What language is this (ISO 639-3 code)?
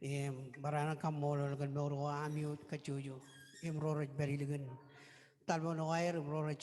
mah